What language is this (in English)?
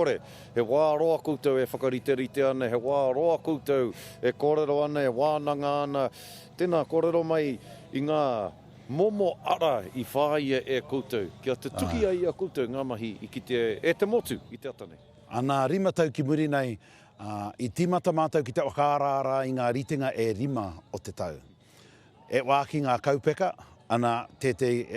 Māori